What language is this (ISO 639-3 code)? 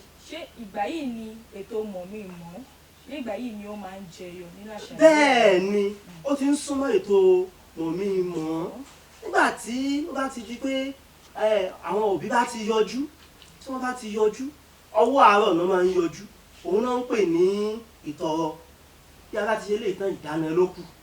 yor